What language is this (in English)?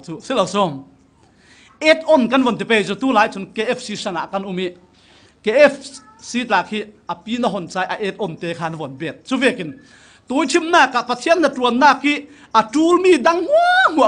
Falam Chin